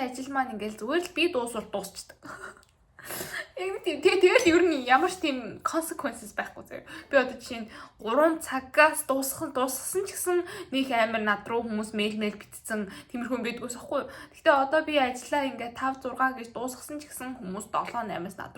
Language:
Mongolian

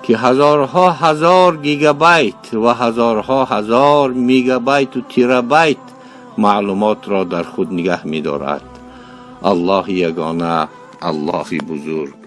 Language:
Tajik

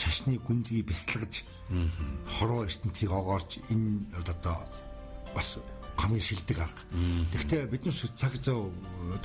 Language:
Mongolian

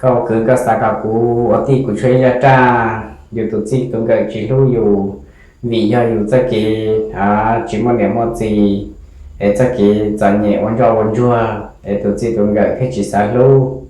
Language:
Hmong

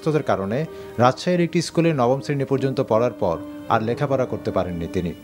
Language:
Bangla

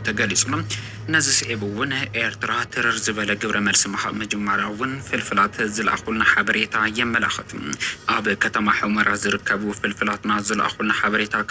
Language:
Tigrinya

